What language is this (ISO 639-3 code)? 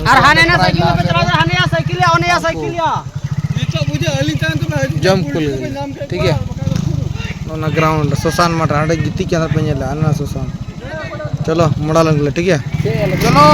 sat